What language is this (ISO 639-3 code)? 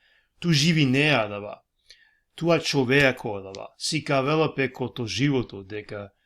rmn